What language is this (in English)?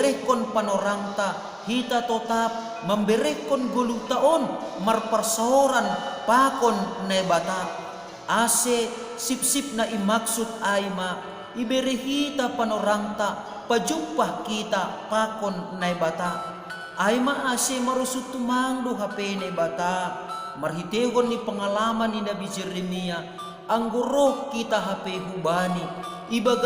Batak Simalungun